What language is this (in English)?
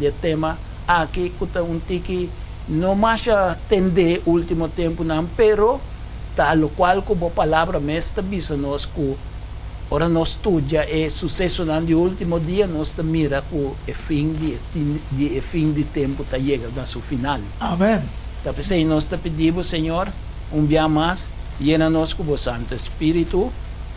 Papiamento